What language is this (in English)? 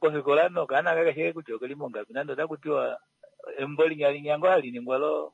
Kuanyama